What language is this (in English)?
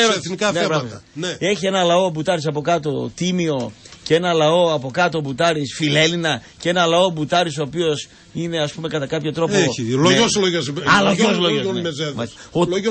Greek